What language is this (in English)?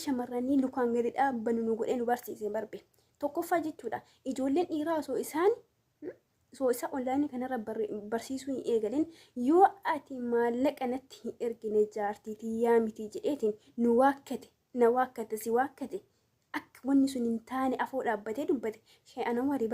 Oromo